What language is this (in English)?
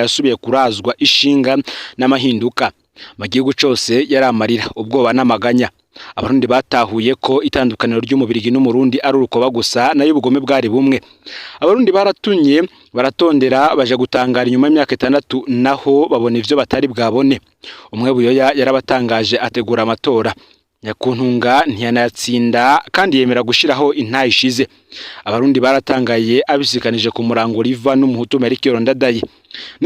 Rundi